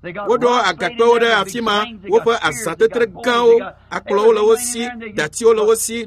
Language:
Ewe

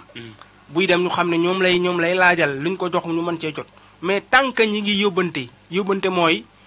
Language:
Wolof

